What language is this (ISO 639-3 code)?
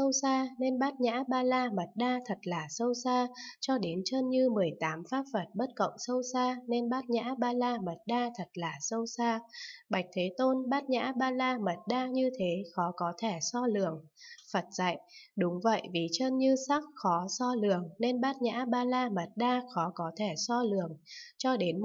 vie